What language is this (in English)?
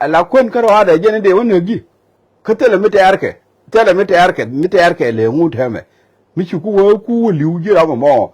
Nuer